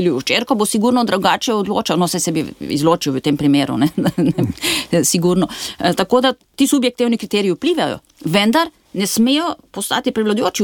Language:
Slovenian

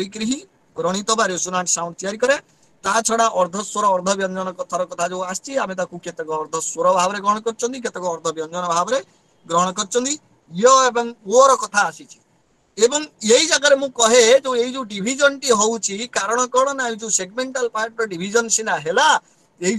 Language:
Odia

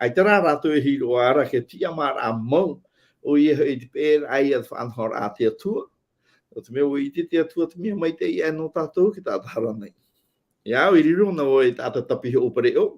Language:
Tahitian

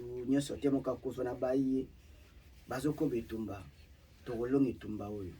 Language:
Lingala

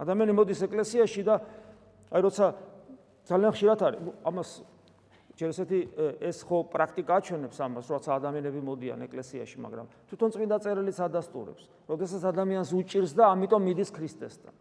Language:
Georgian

